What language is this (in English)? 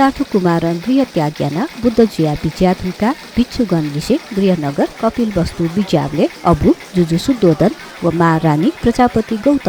Newari